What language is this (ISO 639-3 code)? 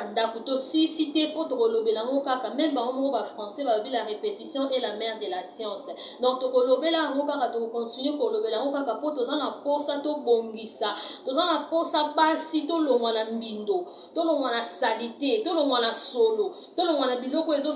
lin